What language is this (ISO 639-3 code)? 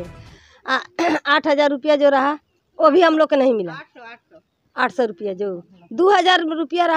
mjw